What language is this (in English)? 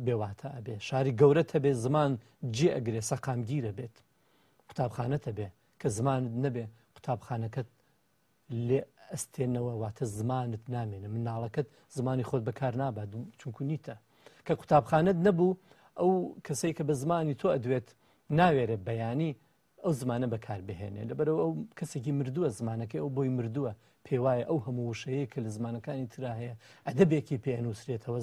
Central Kurdish